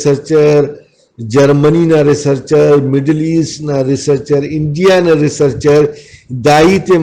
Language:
Brahui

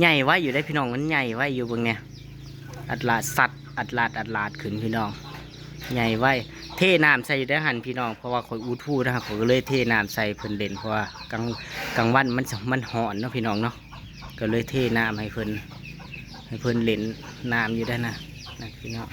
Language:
Northeastern Thai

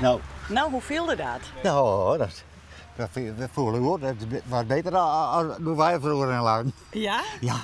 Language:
Western Frisian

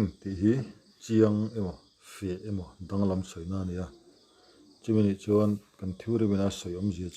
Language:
Mizo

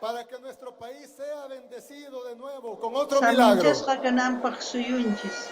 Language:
South Bolivian Quechua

